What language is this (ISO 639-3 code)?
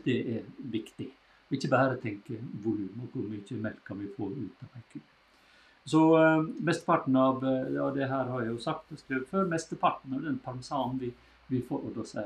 nor